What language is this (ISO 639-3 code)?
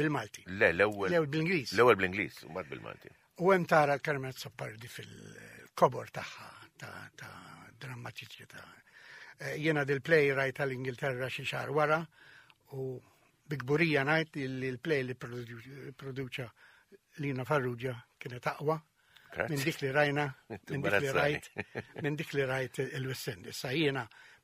mlt